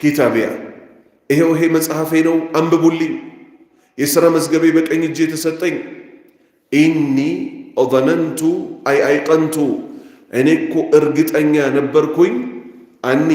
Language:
Amharic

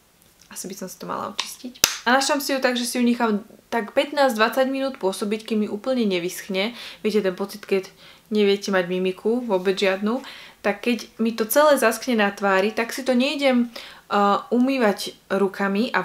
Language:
Slovak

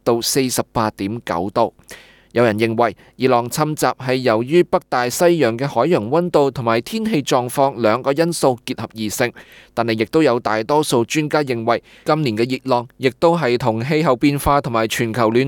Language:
Cantonese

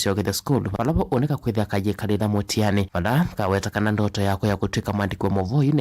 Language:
Kamba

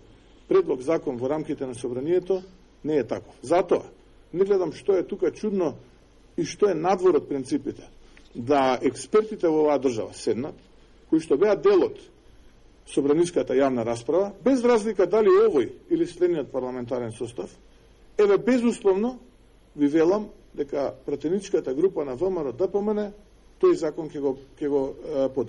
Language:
Macedonian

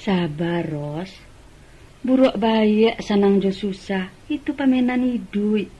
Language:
Minangkabau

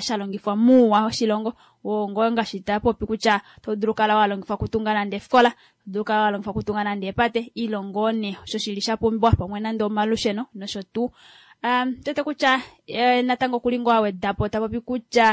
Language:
Kuanyama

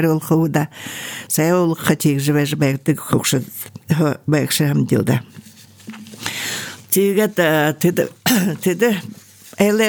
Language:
Buriat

